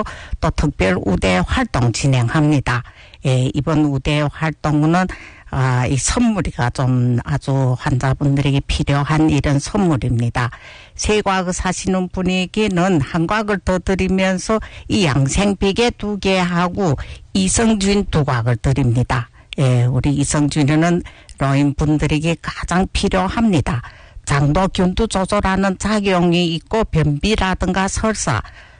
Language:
Korean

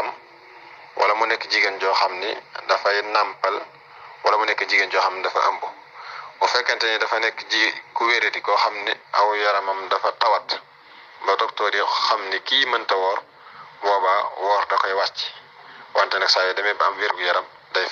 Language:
Wolof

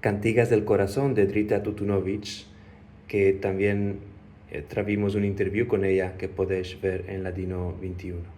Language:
Ladino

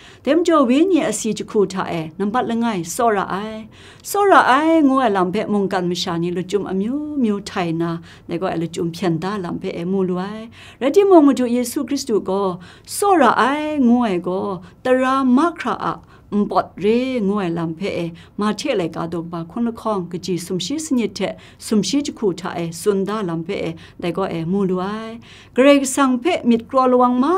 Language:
Kachin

